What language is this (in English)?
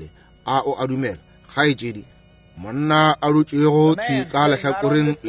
Northern Sotho